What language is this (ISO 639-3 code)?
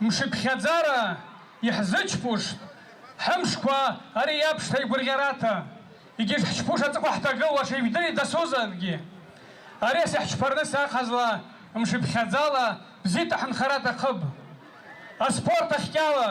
abk